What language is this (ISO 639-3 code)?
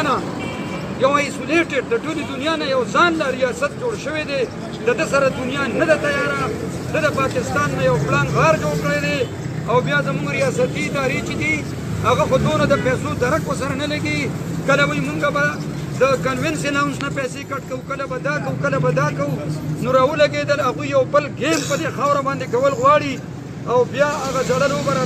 pus